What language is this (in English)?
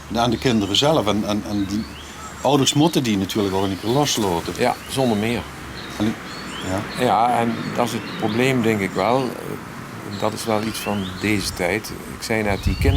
Limburgish